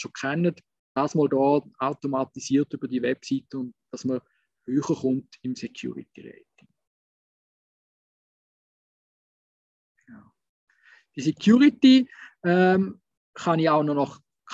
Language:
German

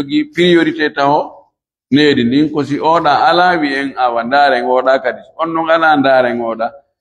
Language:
Fula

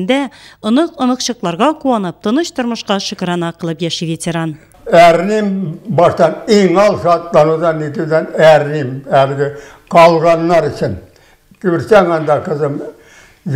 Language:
Tatar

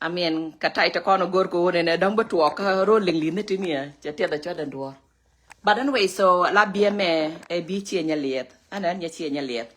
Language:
Nuer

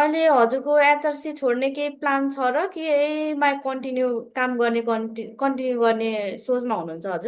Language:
Nepali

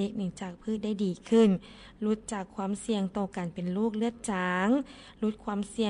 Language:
Lao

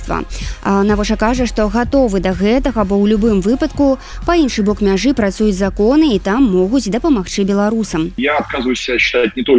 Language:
Belarusian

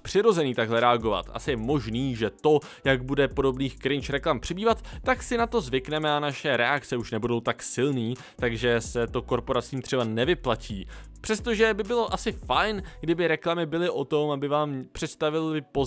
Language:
Czech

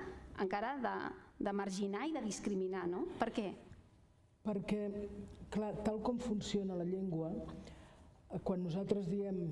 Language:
Catalan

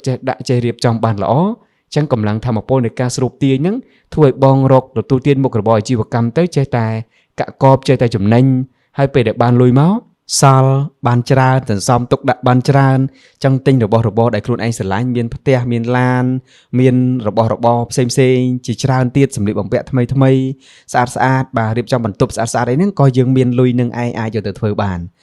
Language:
Khmer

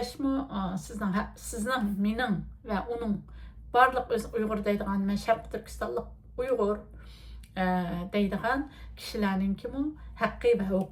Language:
Uyghur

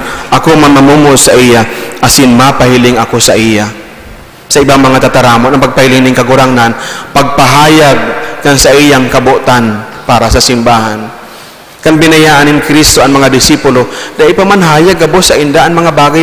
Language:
Bikol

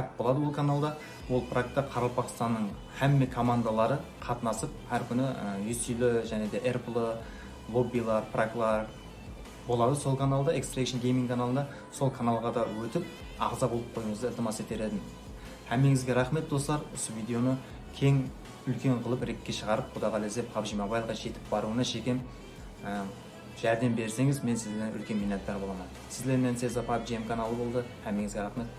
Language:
Kara-Kalpak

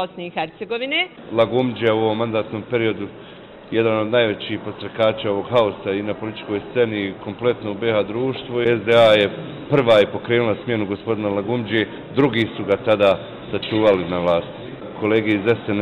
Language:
Bosnian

